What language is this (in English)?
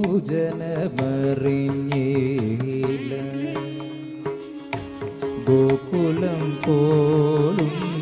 Malayalam